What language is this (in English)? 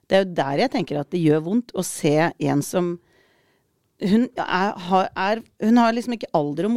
Norwegian